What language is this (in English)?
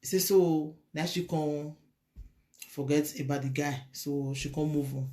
Nigerian Pidgin